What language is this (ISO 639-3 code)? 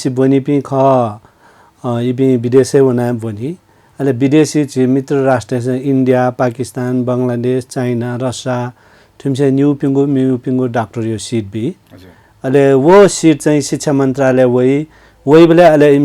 new